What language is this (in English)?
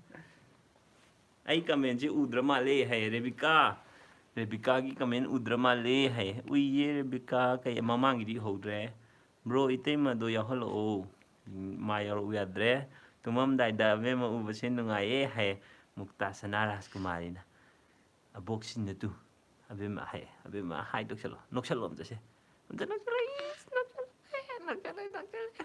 Manipuri